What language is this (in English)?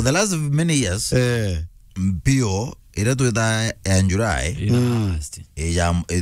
Meru